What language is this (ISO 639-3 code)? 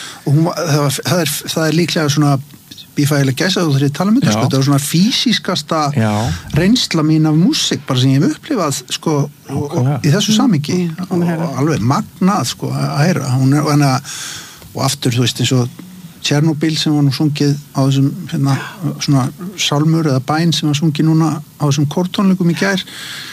isl